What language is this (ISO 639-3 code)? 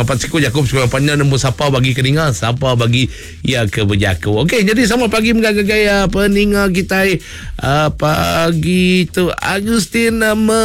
iba